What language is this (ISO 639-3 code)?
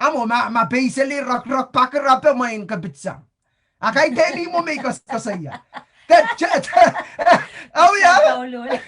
pon